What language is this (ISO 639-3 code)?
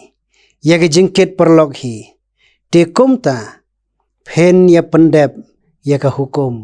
kha